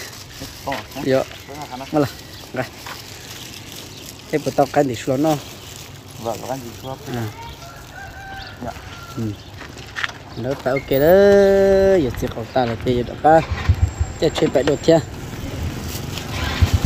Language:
Vietnamese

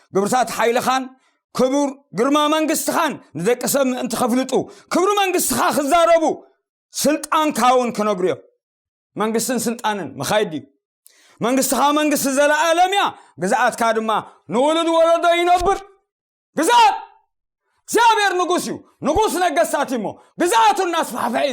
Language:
Tigrinya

